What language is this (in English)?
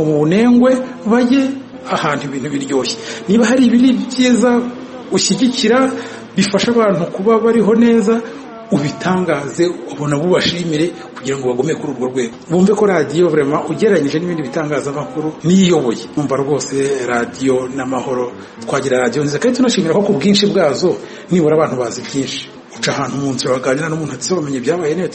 Kinyarwanda